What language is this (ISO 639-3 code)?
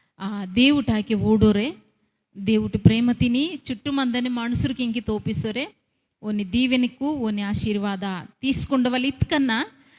kff